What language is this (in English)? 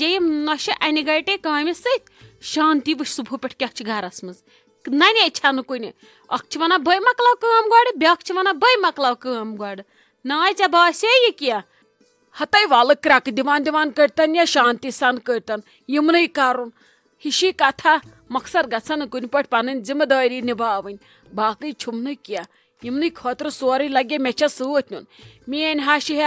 Kashmiri